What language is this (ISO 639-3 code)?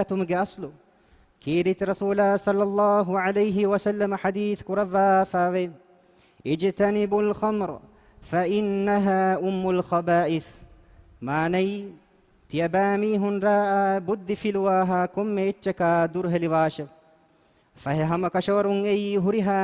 div